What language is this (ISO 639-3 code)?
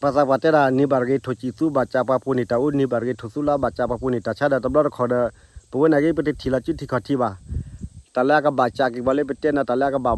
ksw